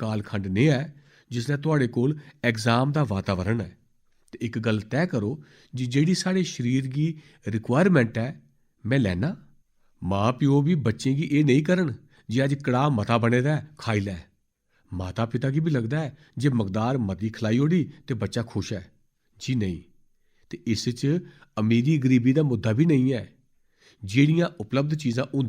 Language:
Dogri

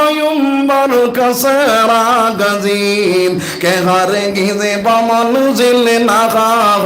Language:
Sylheti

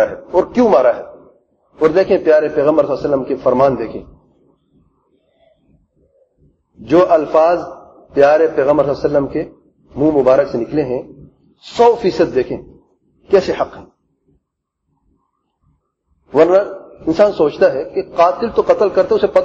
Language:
Urdu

